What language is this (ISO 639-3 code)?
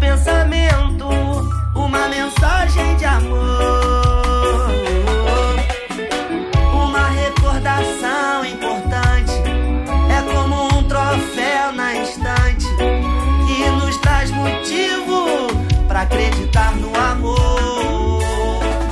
por